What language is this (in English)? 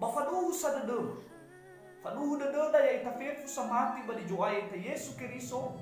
Nias